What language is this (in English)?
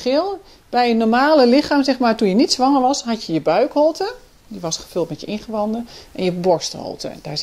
Dutch